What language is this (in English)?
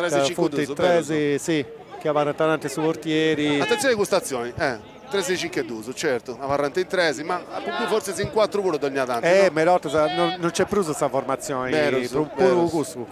Sardinian